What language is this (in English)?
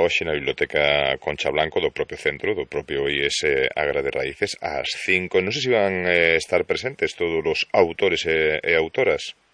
Galician